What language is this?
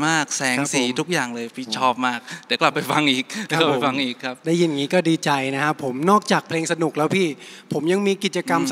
Thai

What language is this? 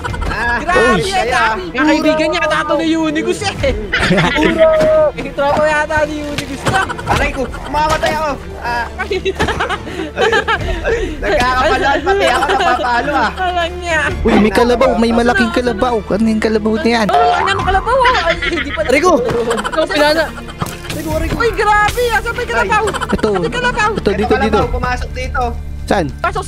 Filipino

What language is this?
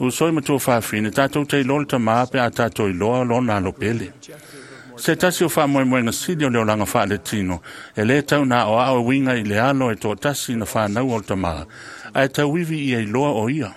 Samoan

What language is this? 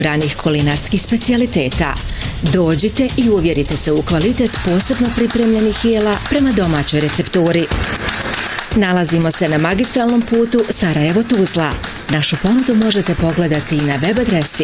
Bosnian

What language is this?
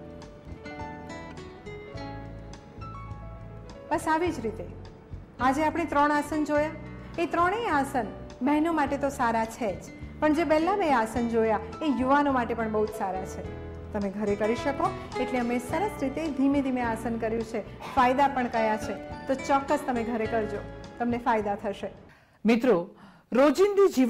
Gujarati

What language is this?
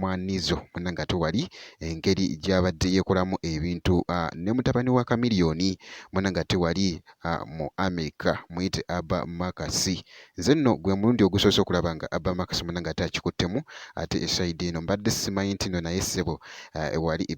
Ganda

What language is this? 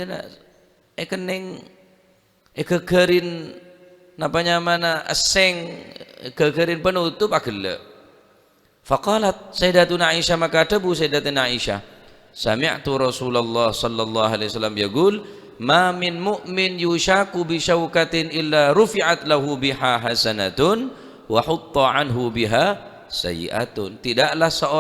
Madurese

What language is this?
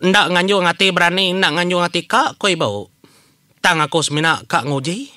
Iban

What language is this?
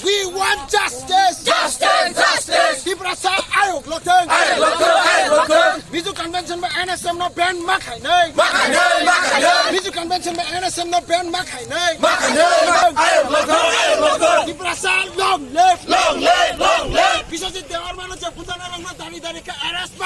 Kok Borok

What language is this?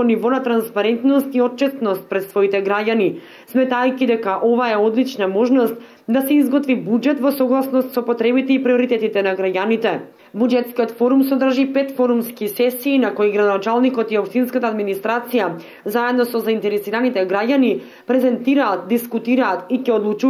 Macedonian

